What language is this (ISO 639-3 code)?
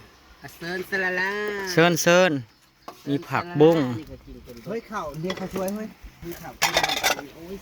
tts